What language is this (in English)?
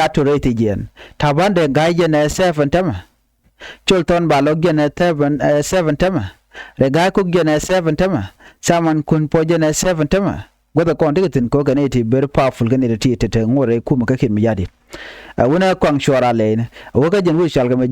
Nuer